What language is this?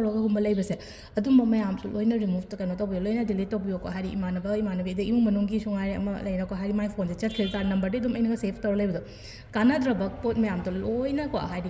Manipuri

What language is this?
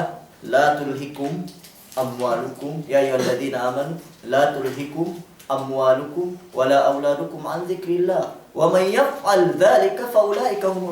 Yakan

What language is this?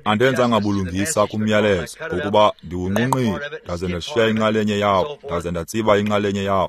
Xhosa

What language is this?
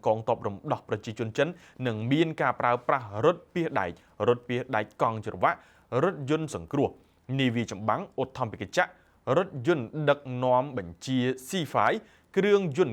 Khmer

